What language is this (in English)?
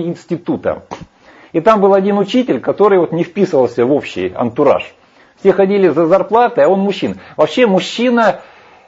Russian